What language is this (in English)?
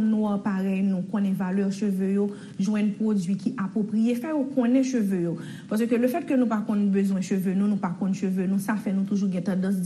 Haitian Creole